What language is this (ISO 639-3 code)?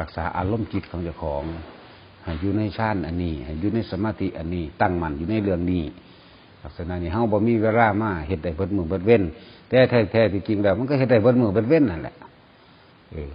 tts